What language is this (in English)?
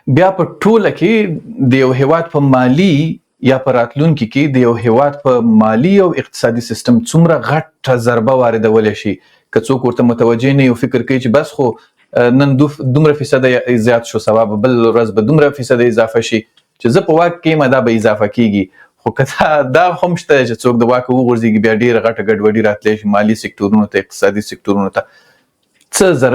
Pashto